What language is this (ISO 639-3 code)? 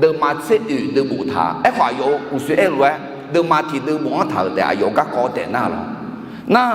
ahk